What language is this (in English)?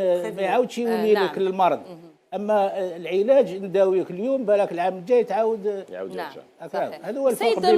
Algerian Arabic